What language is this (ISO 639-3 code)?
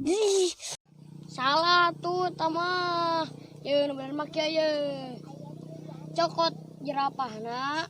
sun